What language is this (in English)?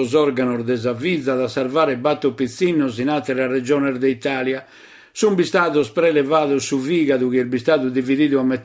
Sardinian